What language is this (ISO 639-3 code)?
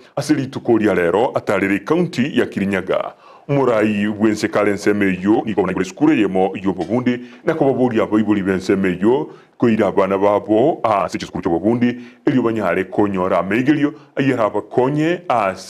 guz